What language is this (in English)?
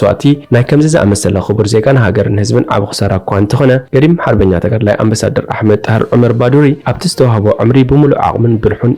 Tigrinya